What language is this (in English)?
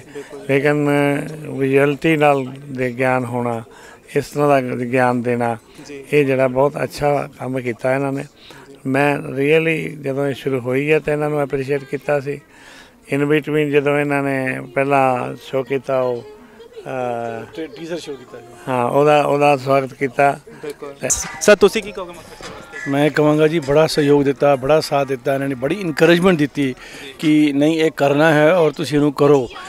Punjabi